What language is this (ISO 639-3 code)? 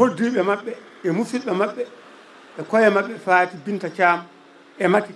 ful